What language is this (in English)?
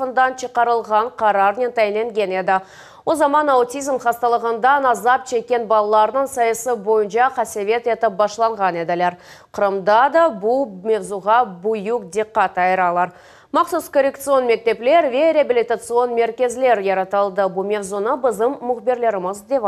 Crimean Tatar